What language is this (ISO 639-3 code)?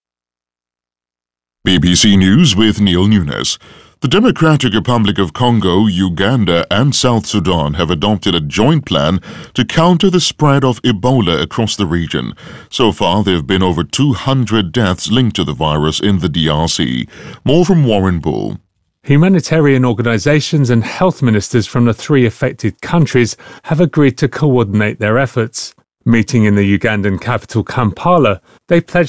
eng